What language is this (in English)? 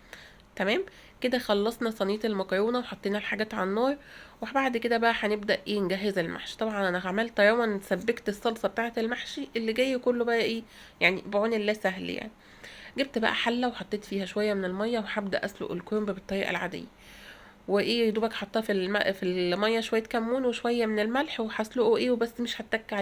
Egyptian Arabic